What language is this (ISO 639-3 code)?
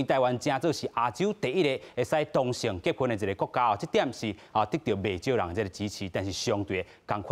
nan